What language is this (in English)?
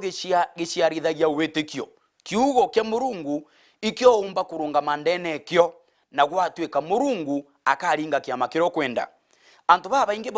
Meru